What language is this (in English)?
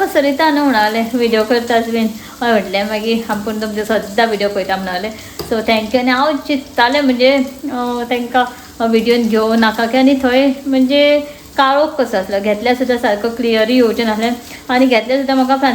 Konkani